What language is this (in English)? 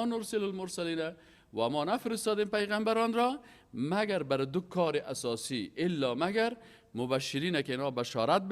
Persian